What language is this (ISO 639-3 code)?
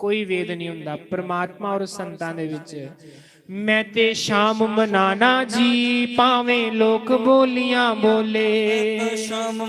doi